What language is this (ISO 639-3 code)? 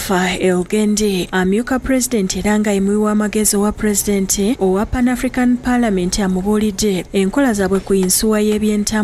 lug